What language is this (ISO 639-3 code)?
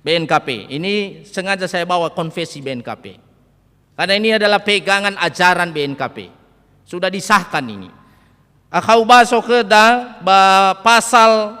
nia